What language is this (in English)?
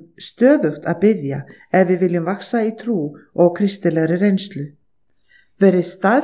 Icelandic